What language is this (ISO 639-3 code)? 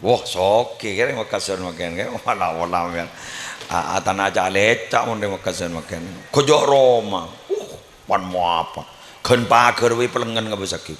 mad